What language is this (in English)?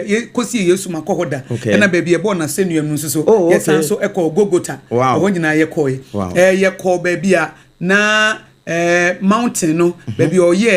Akan